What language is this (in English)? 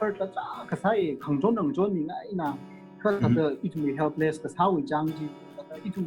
Tangkhul Naga (India)